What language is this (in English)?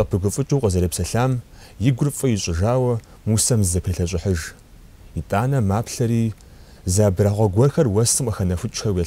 Kabardian